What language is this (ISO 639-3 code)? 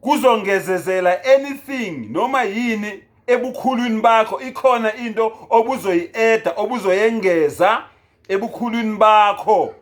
zul